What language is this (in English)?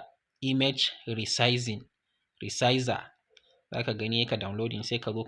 Hausa